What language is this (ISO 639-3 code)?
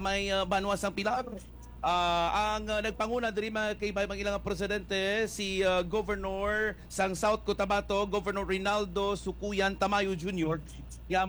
hil